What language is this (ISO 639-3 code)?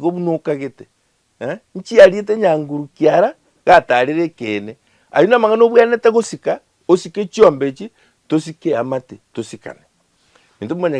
guz